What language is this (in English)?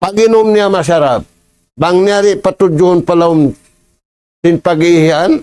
Tausug